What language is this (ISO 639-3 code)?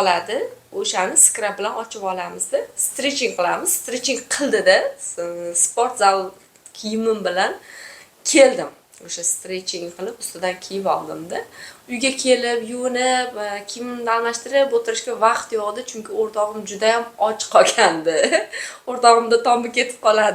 uzb